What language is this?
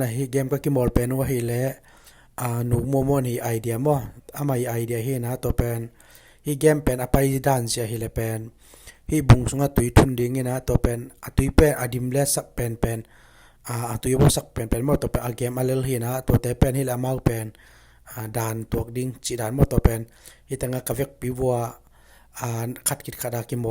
Tedim Chin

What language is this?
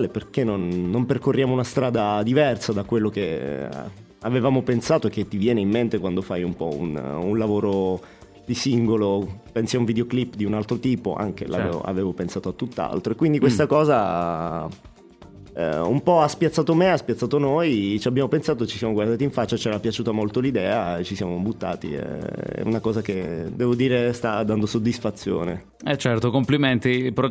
Italian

